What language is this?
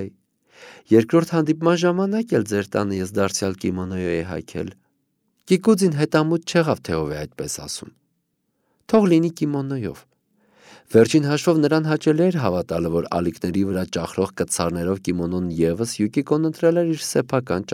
Armenian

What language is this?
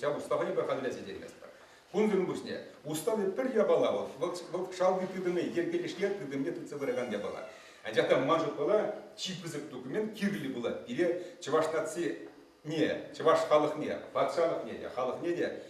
Chuvash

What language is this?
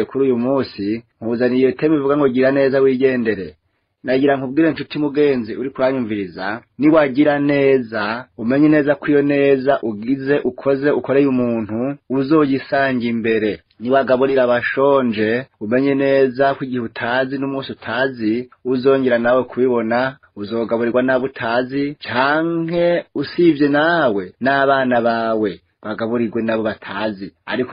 Rundi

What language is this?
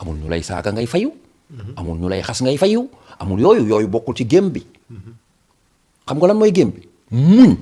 Wolof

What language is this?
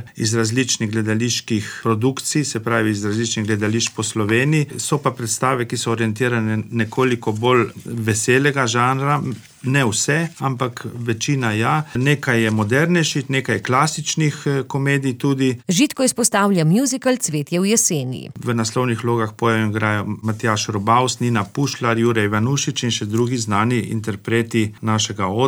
Slovenian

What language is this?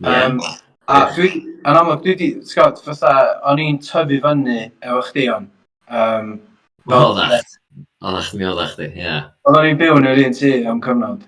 Welsh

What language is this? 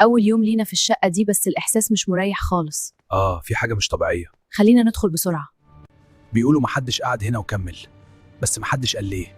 Egyptian Arabic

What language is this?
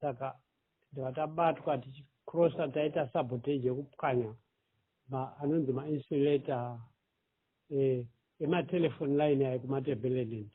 Shona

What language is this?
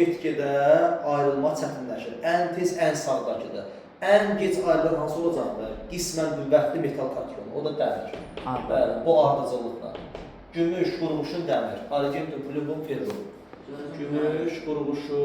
Azerbaijani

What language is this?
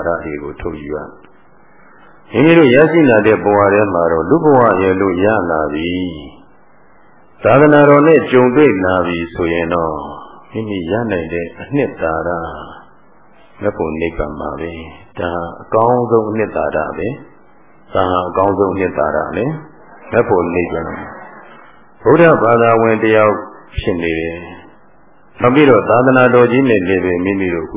Burmese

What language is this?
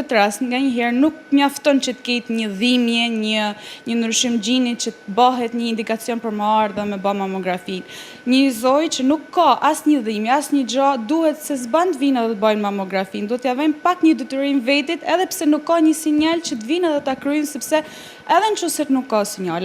Albanian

